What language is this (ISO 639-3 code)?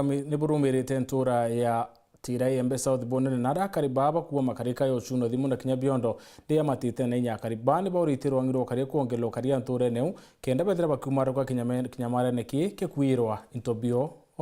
mer